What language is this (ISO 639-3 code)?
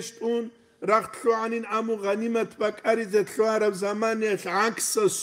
ava